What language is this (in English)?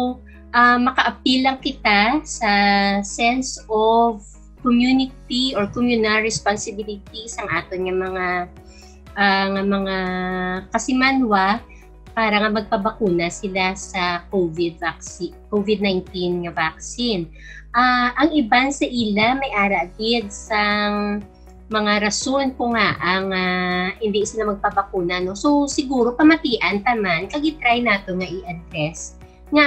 Hiligaynon